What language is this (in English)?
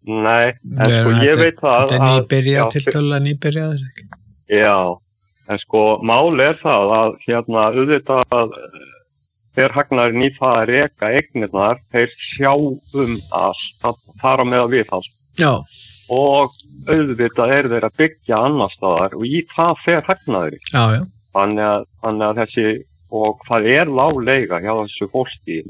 Icelandic